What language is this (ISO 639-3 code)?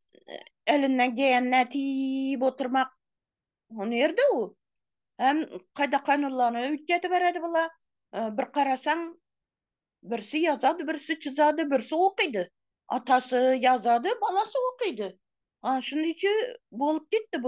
tuk